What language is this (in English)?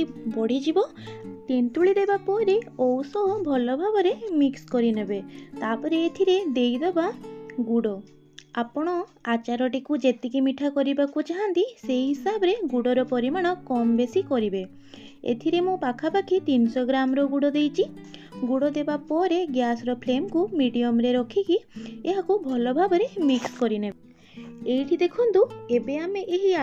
Odia